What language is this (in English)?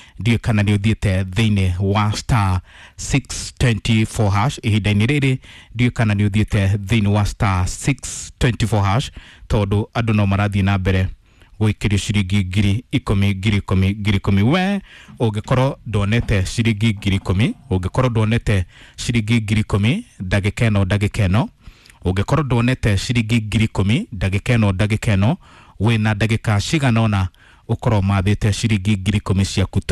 Kikuyu